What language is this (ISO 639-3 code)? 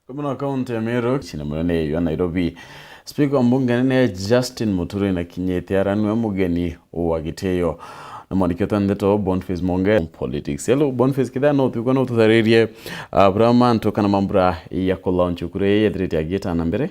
mer